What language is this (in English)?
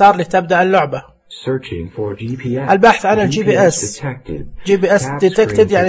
Najdi Arabic